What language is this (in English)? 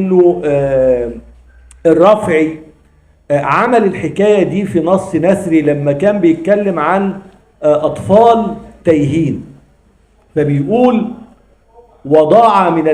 Egyptian Arabic